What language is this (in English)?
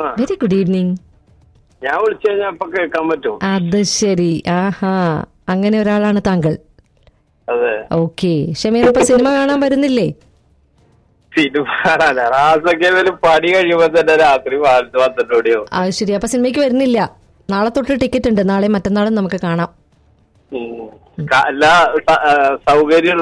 Malayalam